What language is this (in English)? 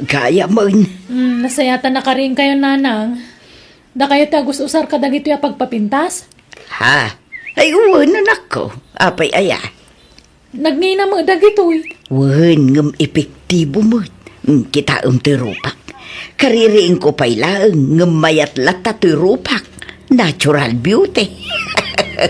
Iloko